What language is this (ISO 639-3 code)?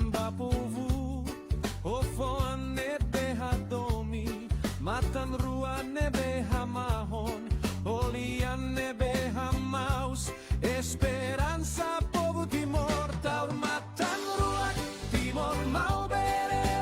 tet